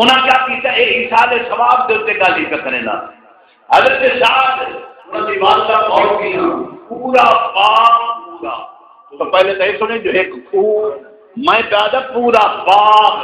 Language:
Saraiki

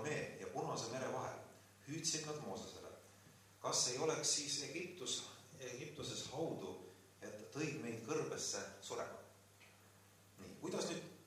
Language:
Estonian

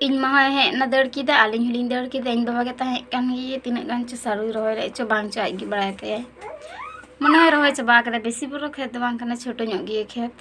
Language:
Santali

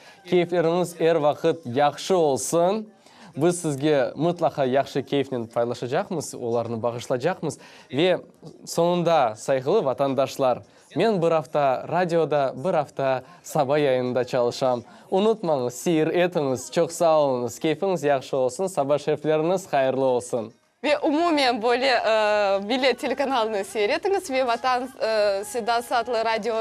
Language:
Crimean Tatar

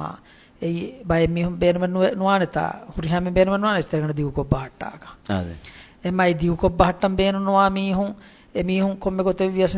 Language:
Divehi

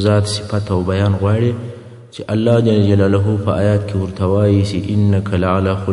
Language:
Pashto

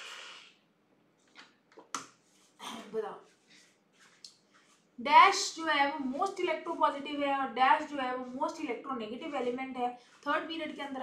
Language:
Hindi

